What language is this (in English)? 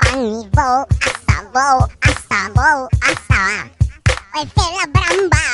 Bima